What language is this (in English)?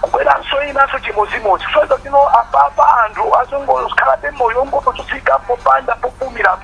Nyanja